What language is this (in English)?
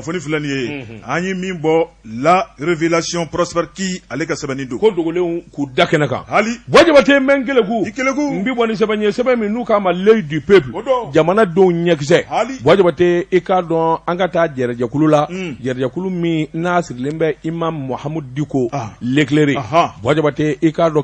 Bambara